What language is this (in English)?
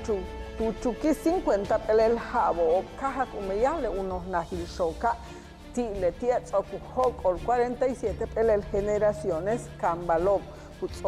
Yucateco